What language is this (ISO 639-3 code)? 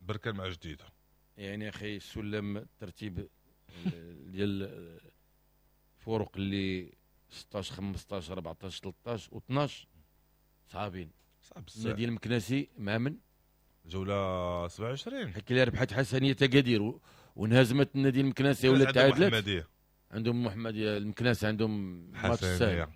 ary